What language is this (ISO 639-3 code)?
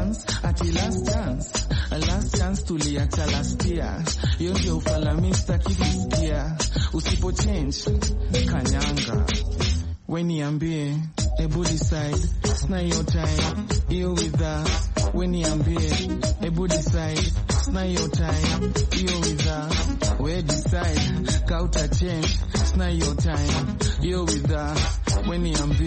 swa